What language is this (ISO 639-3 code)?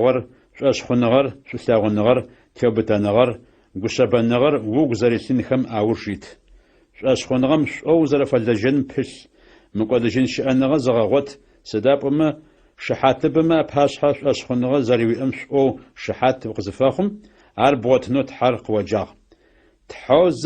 ady